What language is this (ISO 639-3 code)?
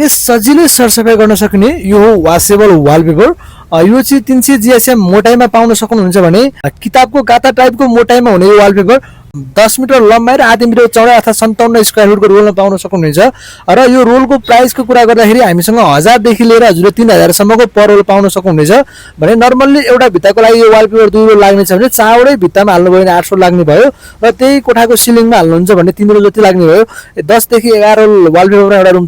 nep